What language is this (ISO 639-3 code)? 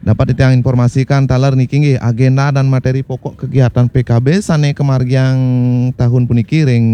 ban